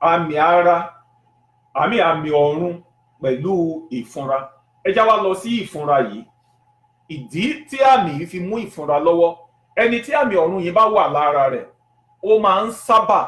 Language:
Yoruba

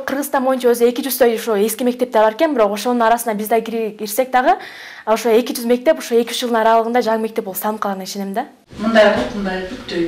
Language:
Kyrgyz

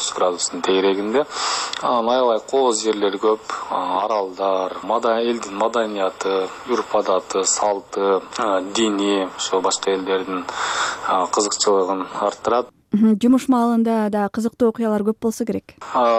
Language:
Kyrgyz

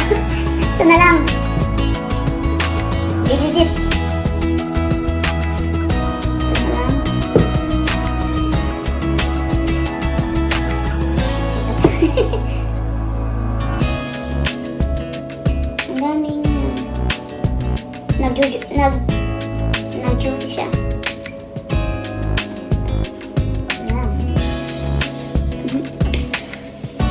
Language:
Filipino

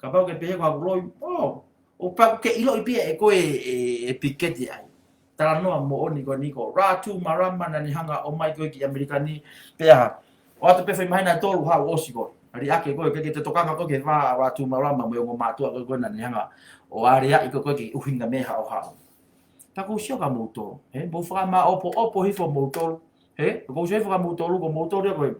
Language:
Tongan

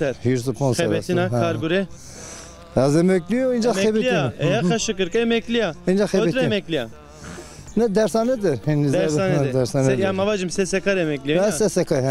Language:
Zaza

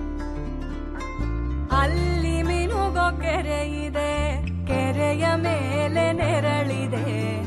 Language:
Kannada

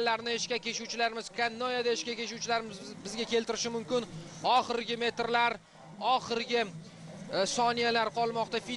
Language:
Uzbek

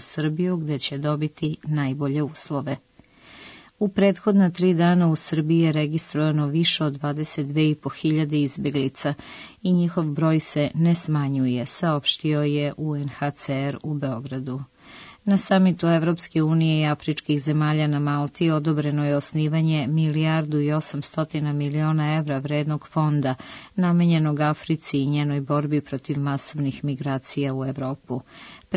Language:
Serbian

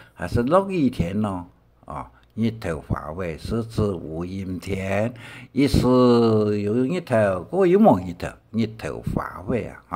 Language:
Hakka Chinese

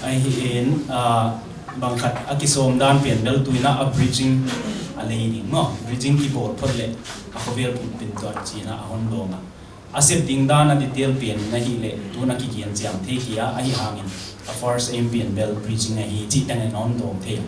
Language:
Tedim Chin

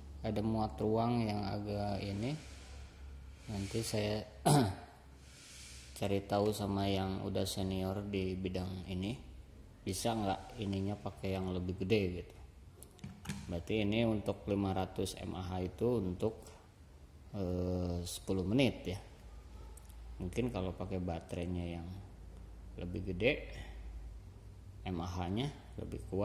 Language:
Indonesian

